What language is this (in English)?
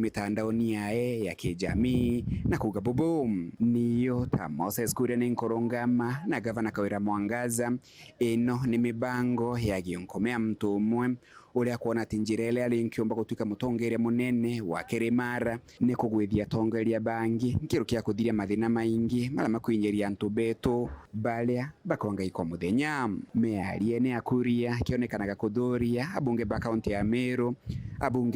Meru